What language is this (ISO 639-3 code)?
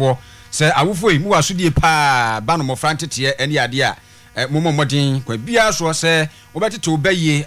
aka